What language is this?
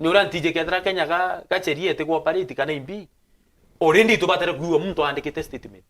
Meru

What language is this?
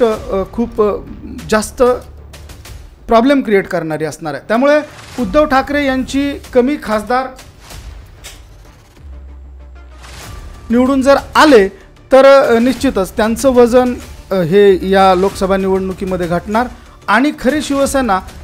Marathi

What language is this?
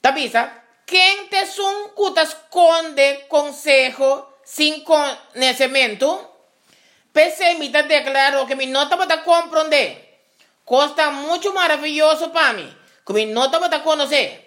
Papiamento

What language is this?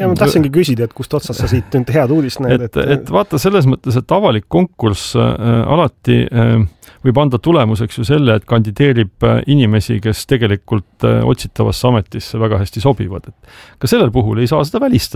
Estonian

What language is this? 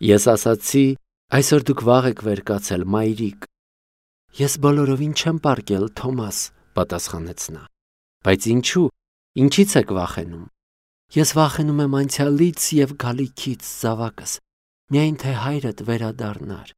Armenian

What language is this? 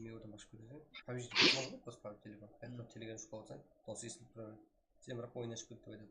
Kara-Kalpak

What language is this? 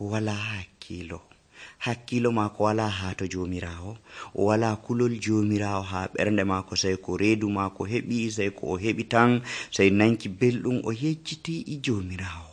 Nigerian Fulfulde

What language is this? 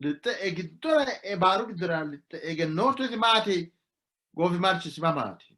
Sidamo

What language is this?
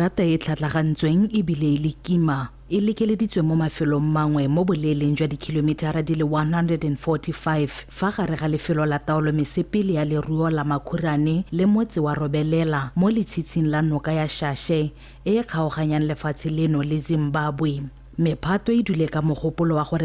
Tswana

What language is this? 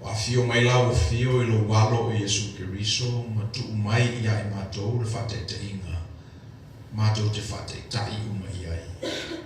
Samoan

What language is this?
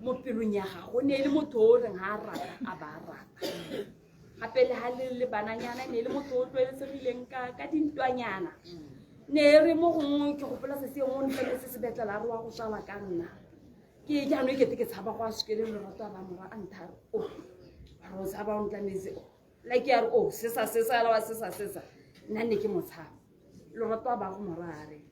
Tswana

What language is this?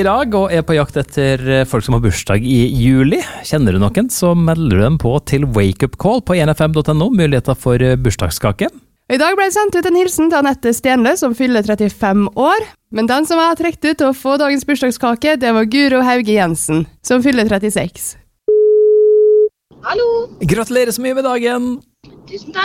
Norwegian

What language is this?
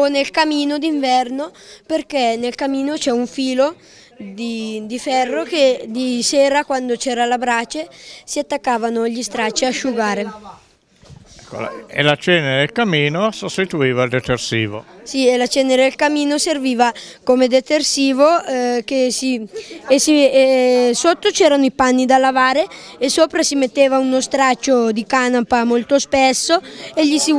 Italian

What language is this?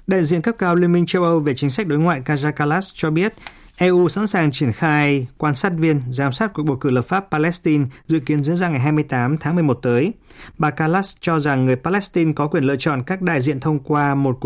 Vietnamese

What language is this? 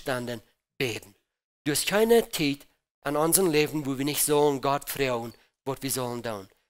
Plautdietsch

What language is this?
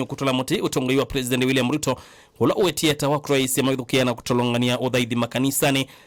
Kamba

